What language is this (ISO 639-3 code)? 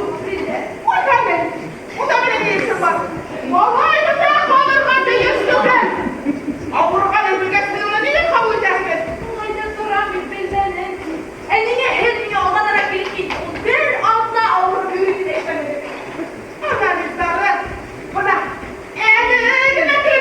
bak